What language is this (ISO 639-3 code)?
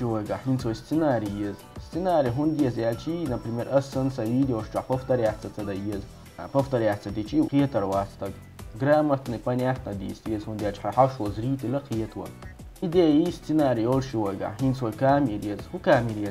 che